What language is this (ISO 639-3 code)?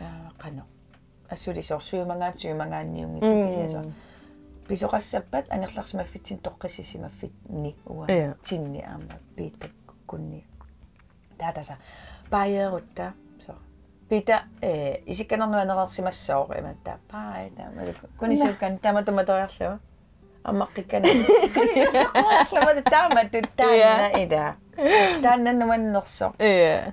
kal